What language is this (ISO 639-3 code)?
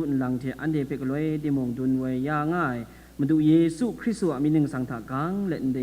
kac